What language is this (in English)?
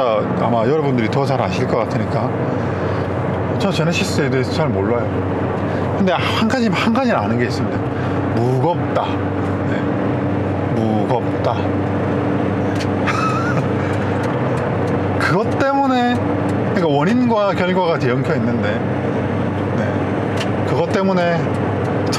Korean